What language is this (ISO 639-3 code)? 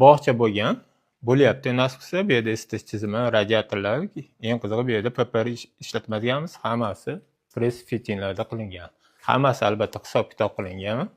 uzb